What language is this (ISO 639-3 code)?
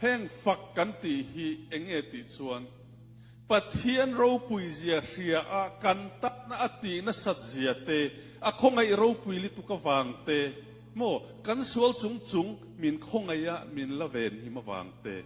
lus